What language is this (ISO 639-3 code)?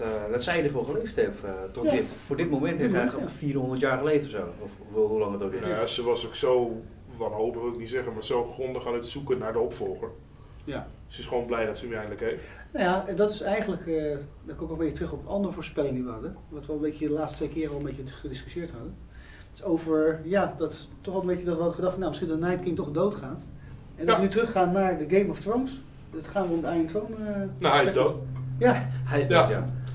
nld